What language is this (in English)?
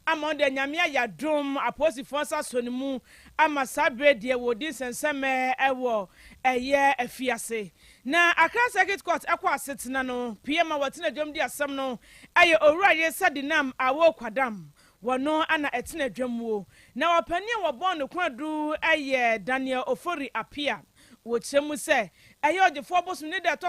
Akan